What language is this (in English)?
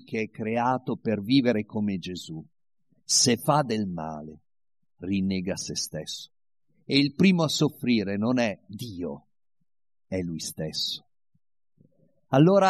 Italian